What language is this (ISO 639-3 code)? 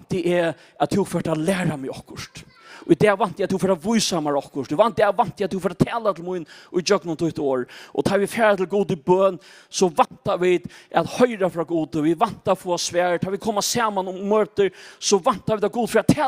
fao